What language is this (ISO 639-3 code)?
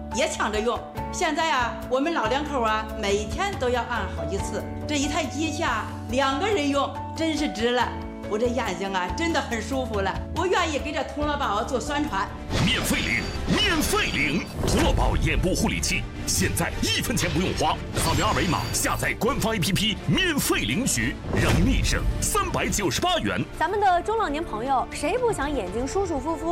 zho